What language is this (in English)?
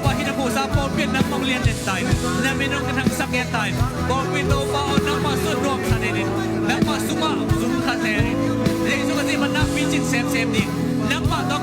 Tedim Chin